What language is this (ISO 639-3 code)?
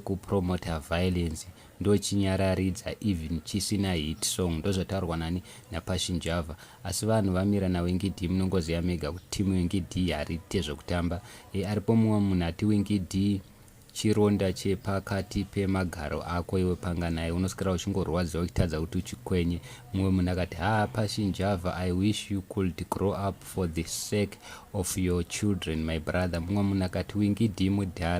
sna